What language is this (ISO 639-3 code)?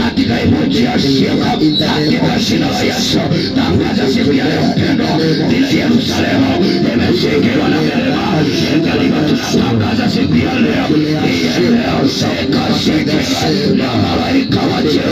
swa